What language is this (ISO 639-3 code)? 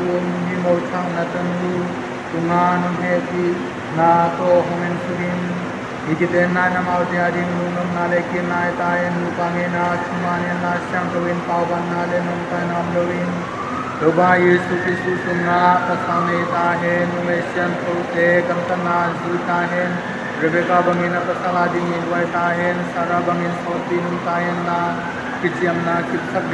ctd